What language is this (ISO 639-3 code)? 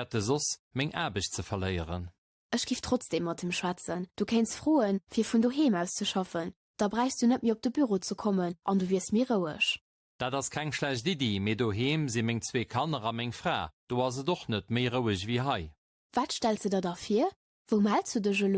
ltz